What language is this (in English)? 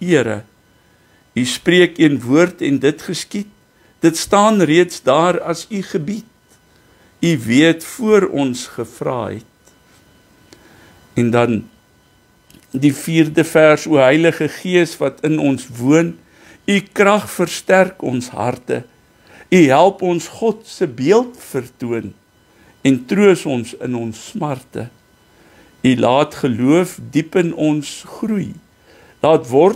Afrikaans